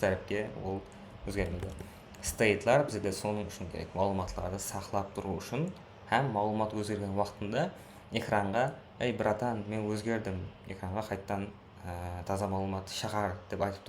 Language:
Kara-Kalpak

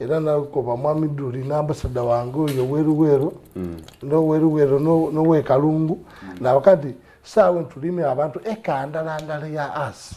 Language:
Soga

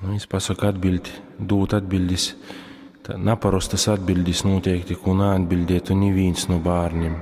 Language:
Latgalian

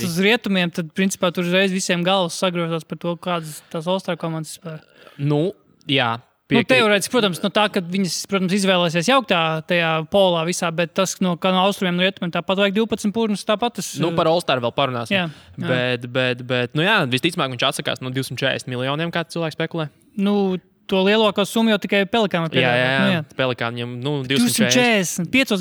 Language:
Latvian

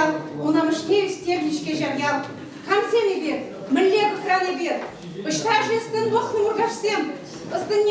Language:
Chuvash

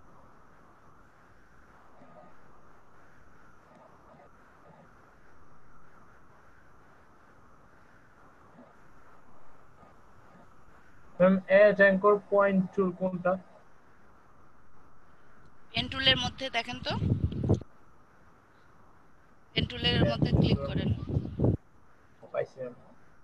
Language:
Bangla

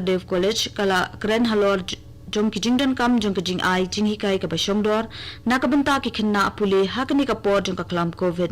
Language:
Khasi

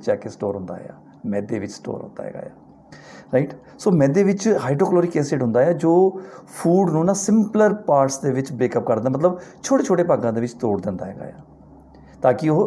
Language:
Punjabi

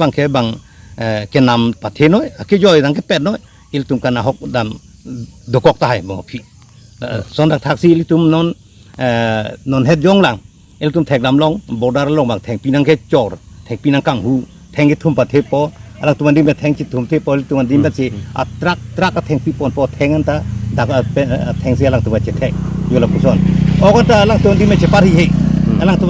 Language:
Karbi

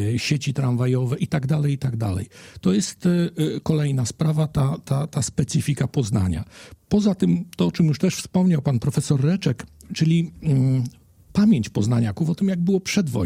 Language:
Polish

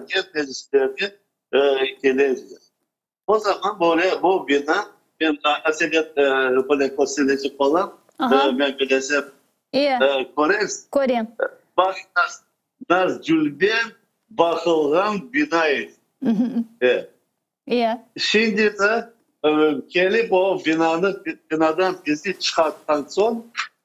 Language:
Crimean Tatar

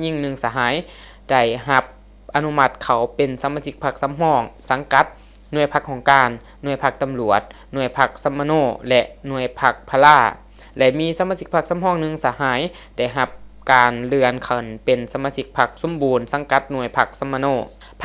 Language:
Lao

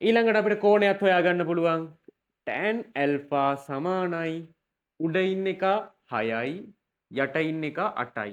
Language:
Sinhala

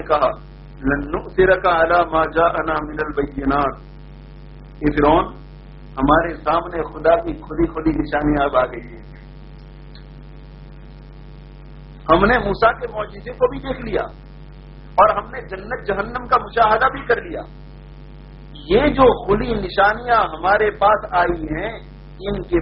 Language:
Urdu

